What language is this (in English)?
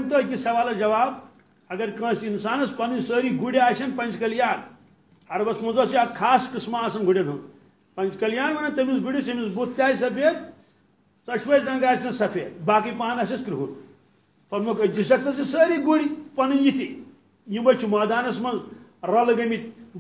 Kashmiri